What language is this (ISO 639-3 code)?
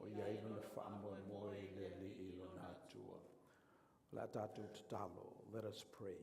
smo